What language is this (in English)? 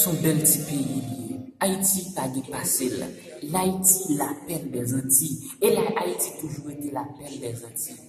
Haitian Creole